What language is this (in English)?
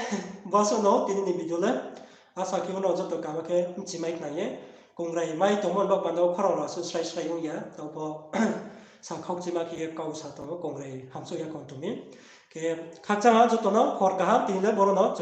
Riang (India)